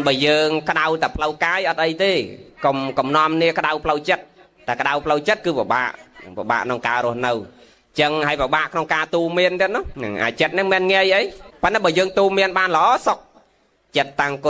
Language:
Khmer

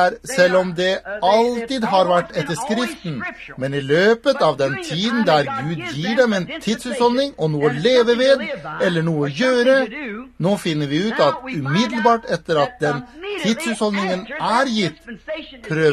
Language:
Norwegian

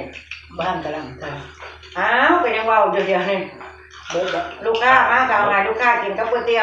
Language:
Northeastern Thai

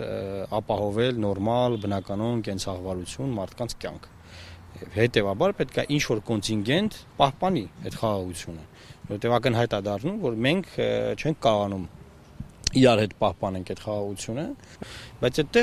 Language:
Armenian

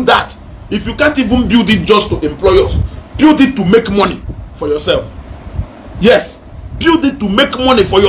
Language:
Igbo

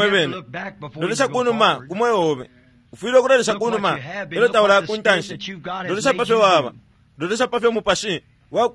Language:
Bemba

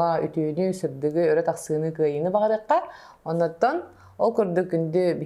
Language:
Yakut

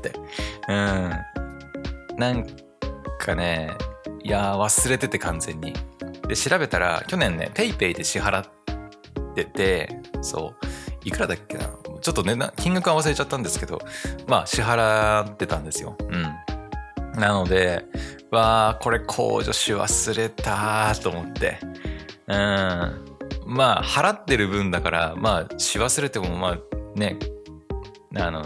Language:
Japanese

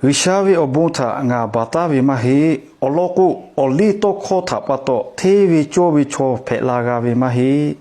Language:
Lahu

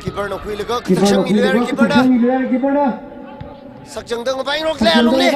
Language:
Tangkhul Naga (India)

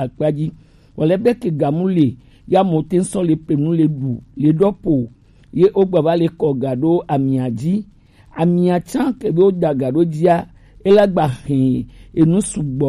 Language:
Gen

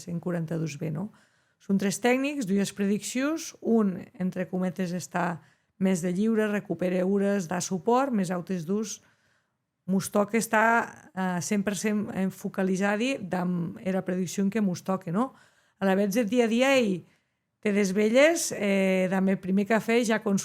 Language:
Occitan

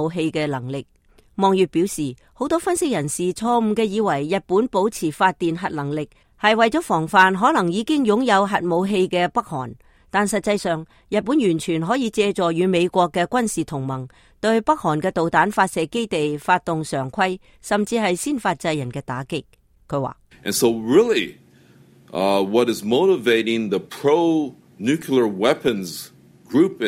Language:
Cantonese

